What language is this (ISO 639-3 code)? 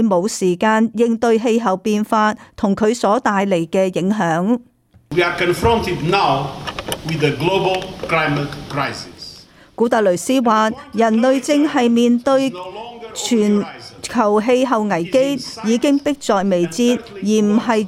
yue